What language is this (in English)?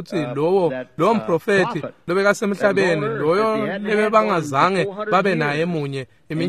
Swati